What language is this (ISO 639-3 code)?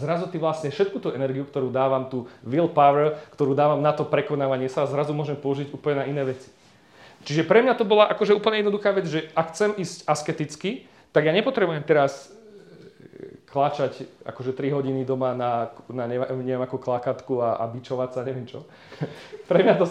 slk